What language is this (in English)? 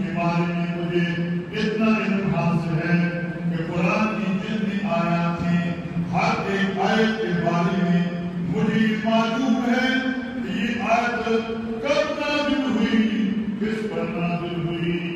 Urdu